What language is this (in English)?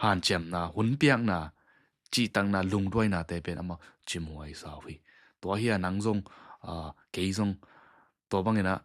Tedim Chin